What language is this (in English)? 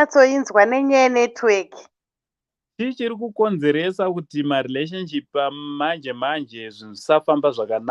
Shona